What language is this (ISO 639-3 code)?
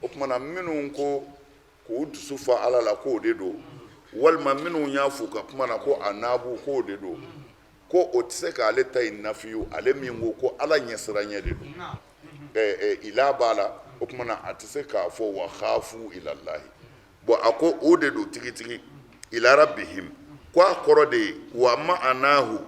bam